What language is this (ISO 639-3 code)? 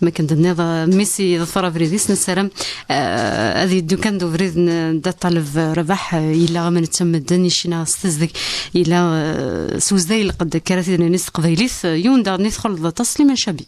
kab